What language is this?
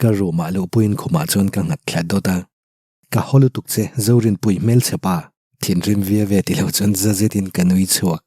Mizo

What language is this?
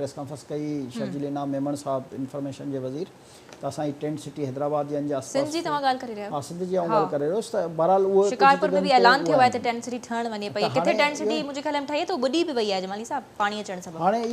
Sindhi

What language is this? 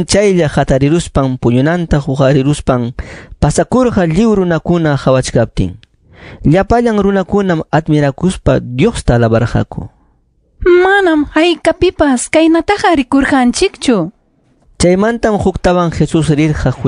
Ayacucho Quechua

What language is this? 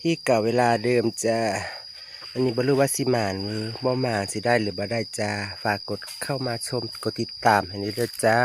Northeastern Thai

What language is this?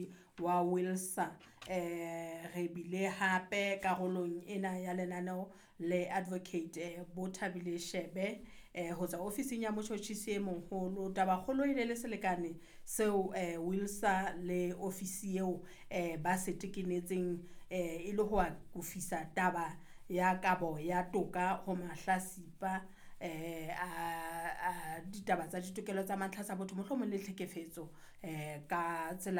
Southern Sotho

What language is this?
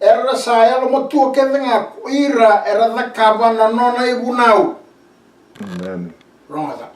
Fijian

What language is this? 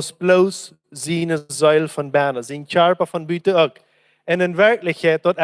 Plautdietsch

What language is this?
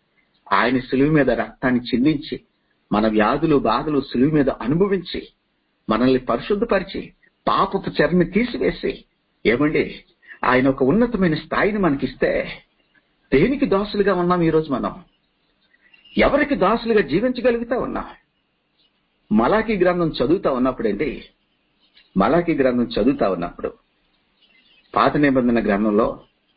Telugu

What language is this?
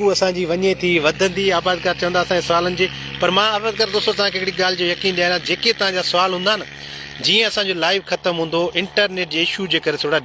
Sindhi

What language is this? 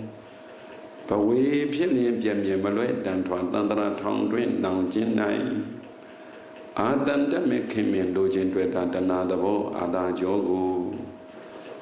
Burmese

